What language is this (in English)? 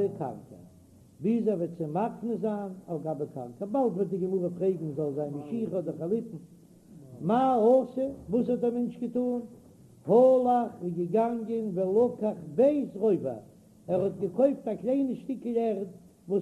Yiddish